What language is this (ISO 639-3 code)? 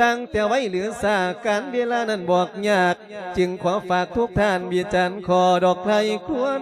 lao